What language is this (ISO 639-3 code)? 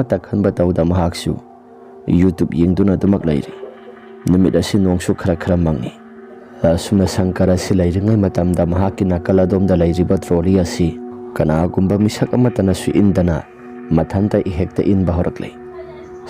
mni